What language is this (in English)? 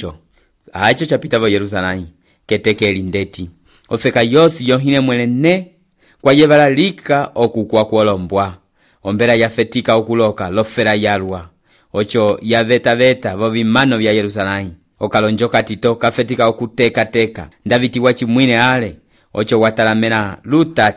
Umbundu